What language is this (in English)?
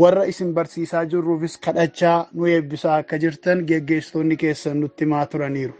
Oromo